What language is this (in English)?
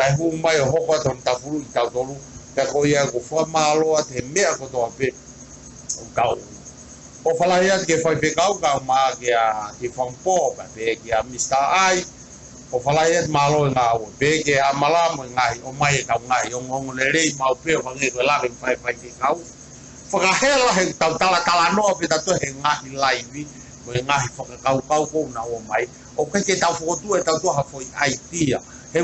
Tongan